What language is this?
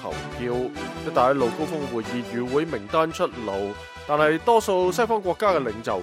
Cantonese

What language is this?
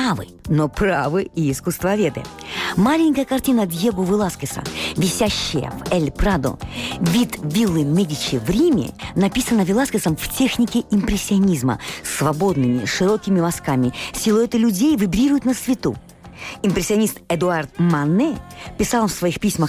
Russian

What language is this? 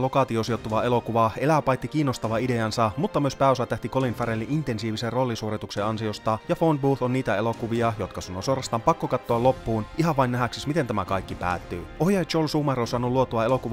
Finnish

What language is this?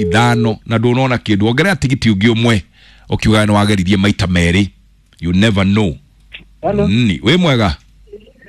Kikuyu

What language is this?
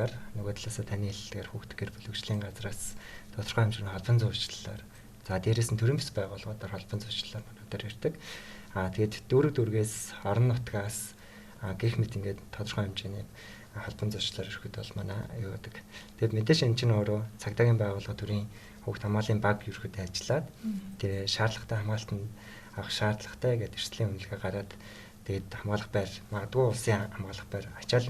Mongolian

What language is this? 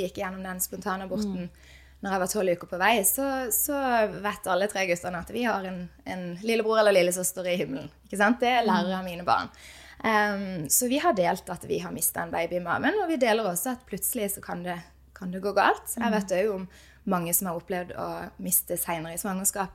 Norwegian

